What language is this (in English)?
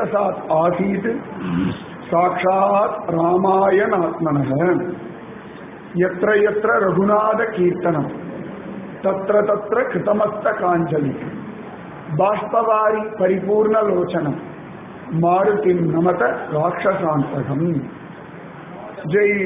Tamil